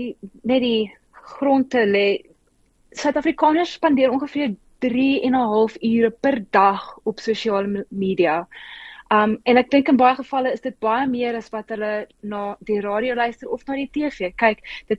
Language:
Afrikaans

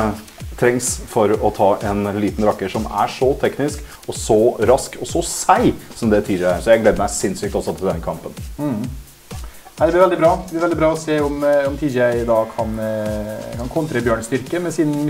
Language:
Norwegian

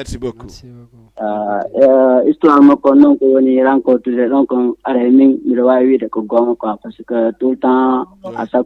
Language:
Fula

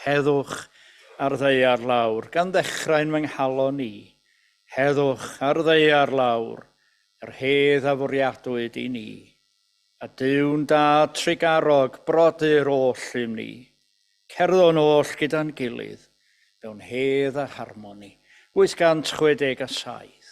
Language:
Welsh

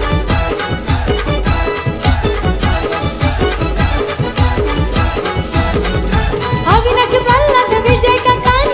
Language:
Marathi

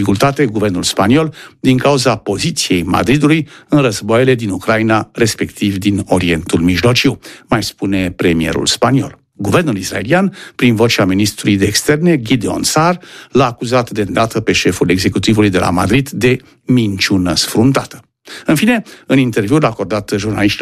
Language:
Romanian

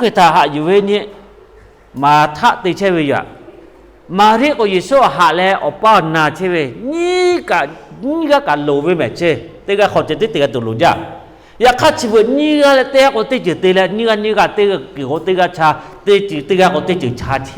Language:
Lahu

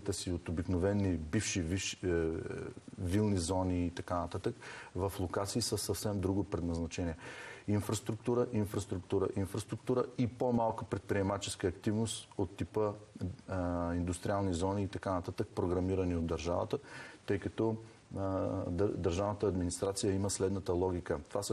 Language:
Bulgarian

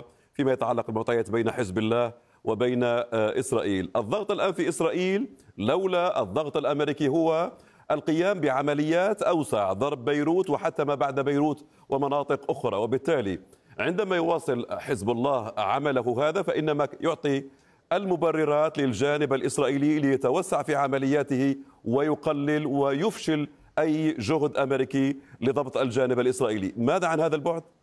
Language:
Arabic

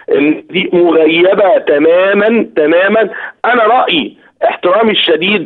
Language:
Egyptian Arabic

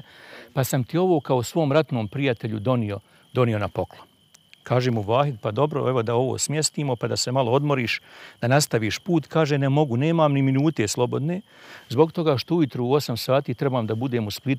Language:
Bosnian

